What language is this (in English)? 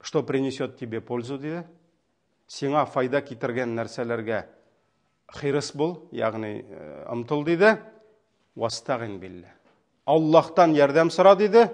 Tatar